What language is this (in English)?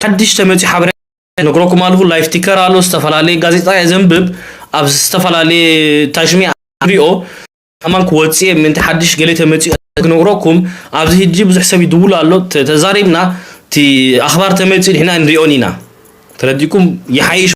Tigrinya